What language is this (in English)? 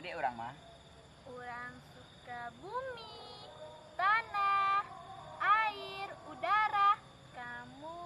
Minangkabau